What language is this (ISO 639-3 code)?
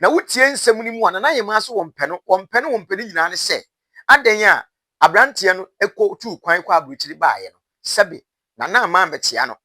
aka